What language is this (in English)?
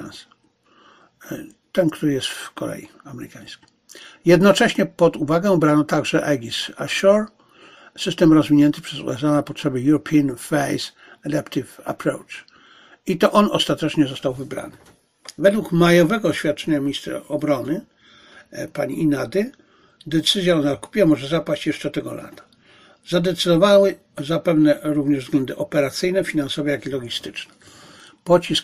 Polish